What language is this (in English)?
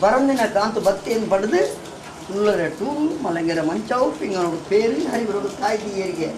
Tulu